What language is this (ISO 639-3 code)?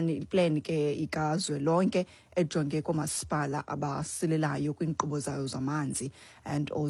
xho